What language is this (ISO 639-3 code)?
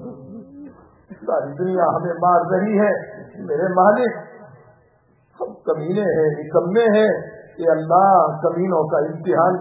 urd